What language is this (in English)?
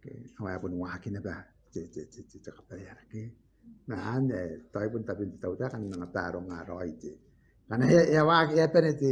Gilbertese